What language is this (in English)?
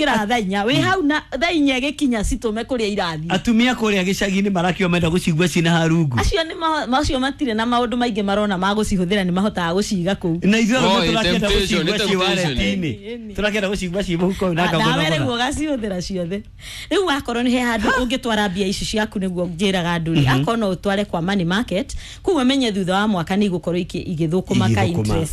Kikuyu